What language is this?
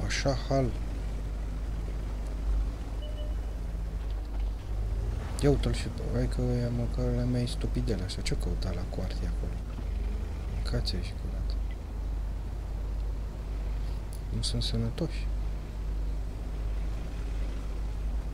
Romanian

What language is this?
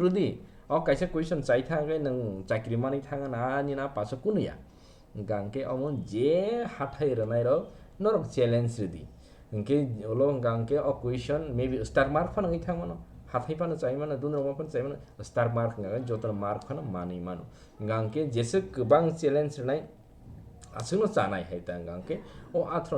Kok Borok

